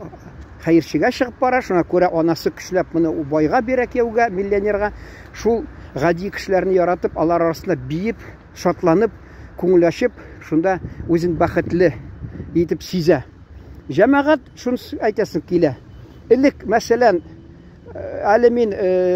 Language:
Tatar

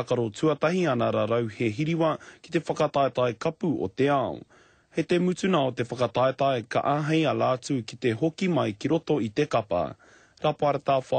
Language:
Māori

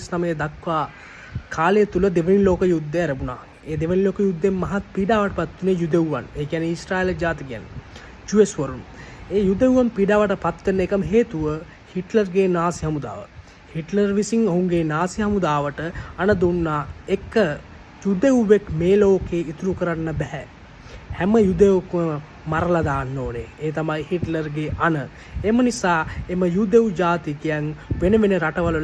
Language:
Sinhala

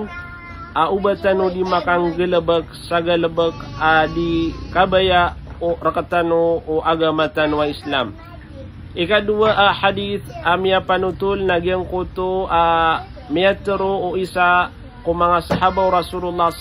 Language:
Maranao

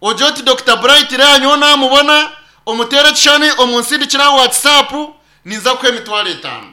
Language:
Nyankole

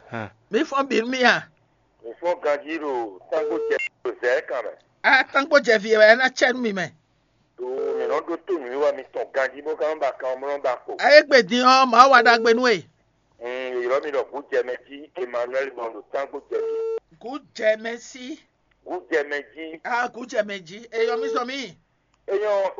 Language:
Fon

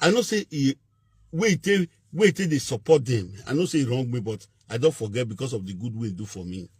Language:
Nigerian Pidgin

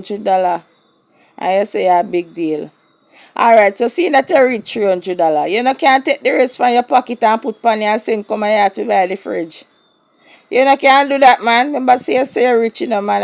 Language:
Jamaican Creole English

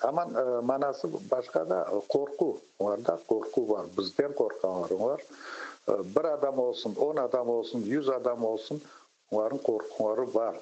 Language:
Crimean Tatar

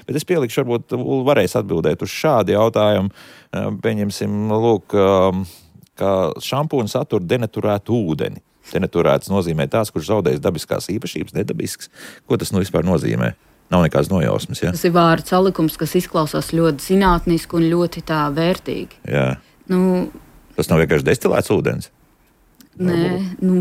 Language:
Latvian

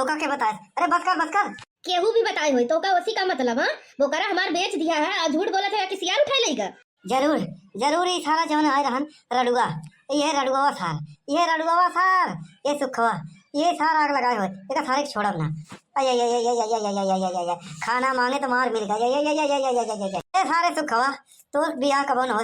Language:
Awadhi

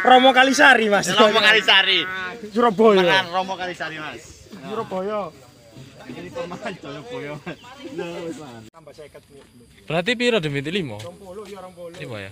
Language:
Javanese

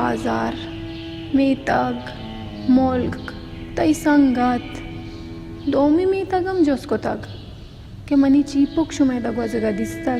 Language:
Baluchi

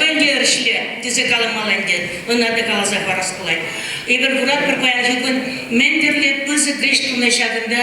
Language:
Chuvash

